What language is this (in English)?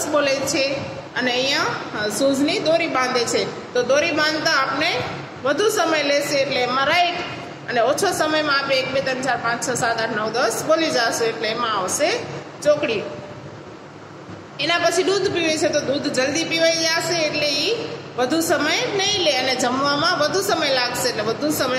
Gujarati